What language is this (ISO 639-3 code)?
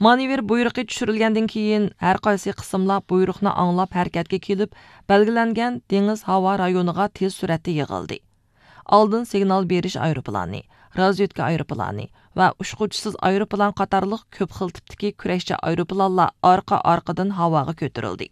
uig